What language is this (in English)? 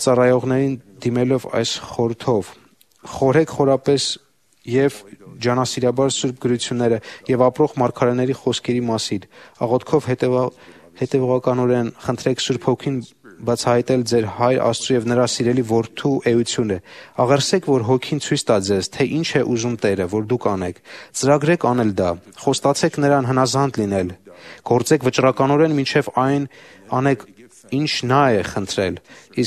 Armenian